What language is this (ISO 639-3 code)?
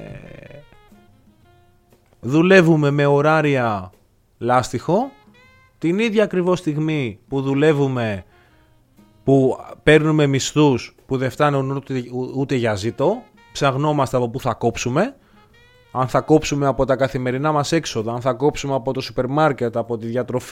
ell